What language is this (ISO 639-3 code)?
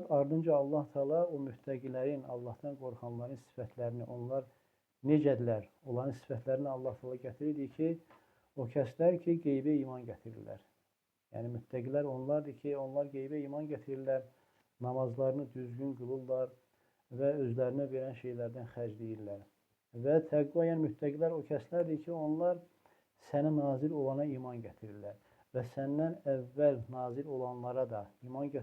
aze